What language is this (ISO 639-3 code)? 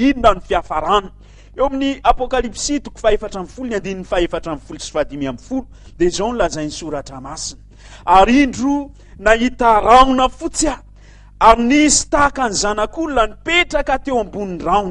mlg